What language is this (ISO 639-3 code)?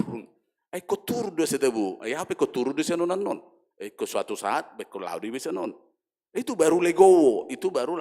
bbc